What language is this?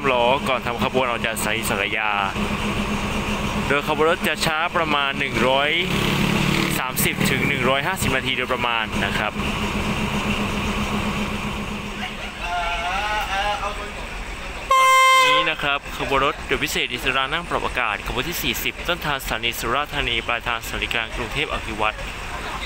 Thai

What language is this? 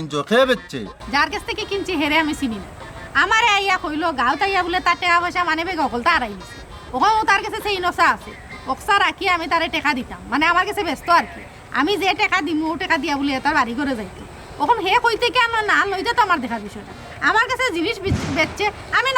Sylheti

